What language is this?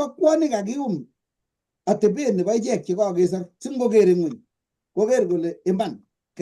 Kalenjin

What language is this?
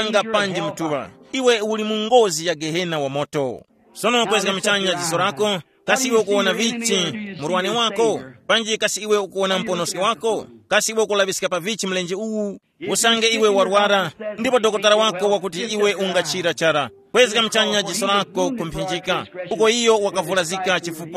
Tumbuka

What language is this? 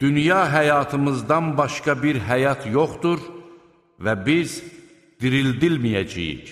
Azerbaijani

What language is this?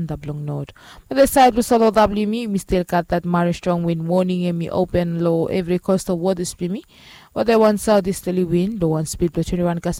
Bislama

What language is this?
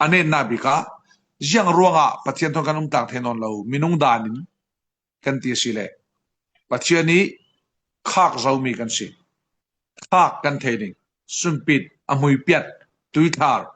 Falam Chin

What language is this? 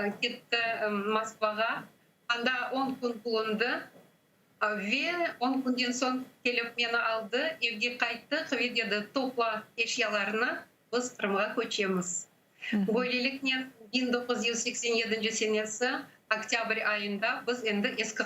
Crimean Tatar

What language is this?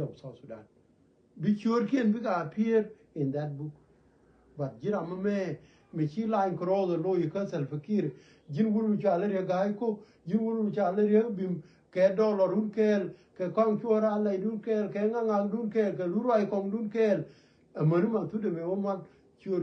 Nuer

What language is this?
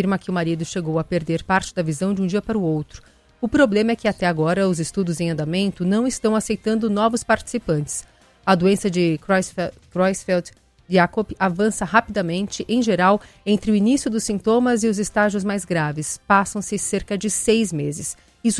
Portuguese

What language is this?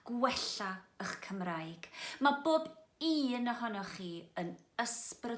Welsh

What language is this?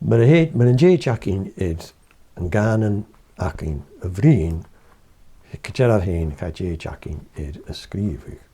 Scottish Gaelic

